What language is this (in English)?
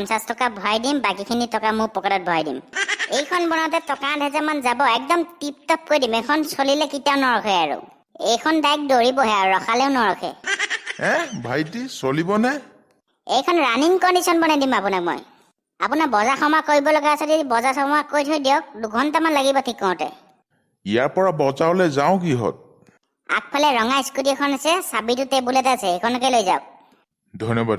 Assamese